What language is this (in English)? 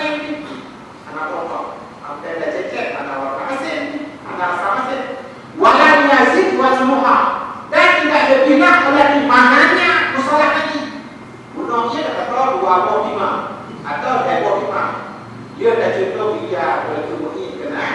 Achinese